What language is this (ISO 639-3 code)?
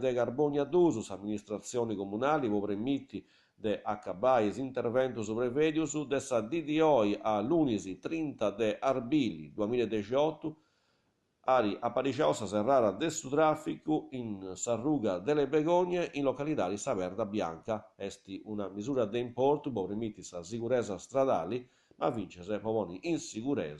srd